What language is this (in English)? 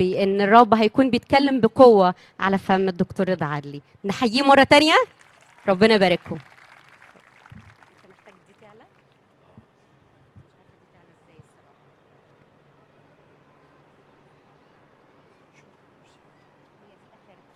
Egyptian Arabic